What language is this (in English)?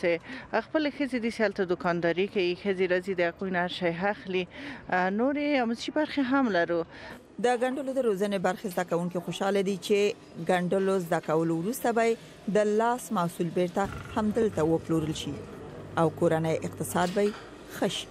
Pashto